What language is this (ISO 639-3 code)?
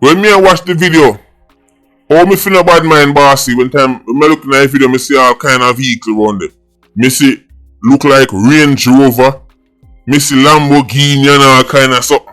jam